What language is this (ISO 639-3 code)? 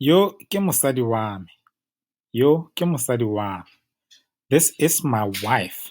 tsn